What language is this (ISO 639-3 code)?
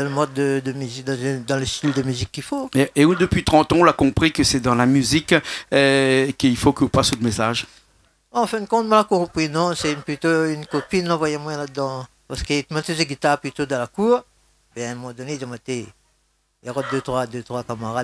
rcf